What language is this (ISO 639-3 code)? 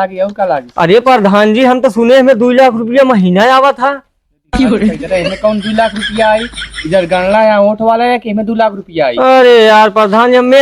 awa